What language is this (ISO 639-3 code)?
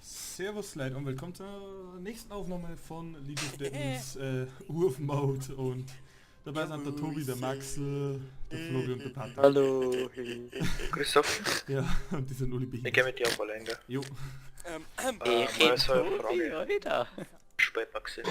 bar